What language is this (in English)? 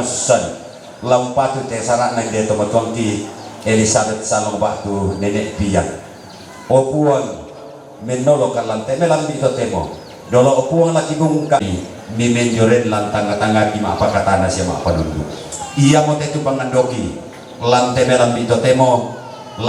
Toraja-Sa'dan